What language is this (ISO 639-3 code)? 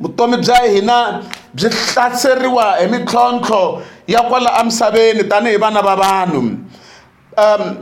tso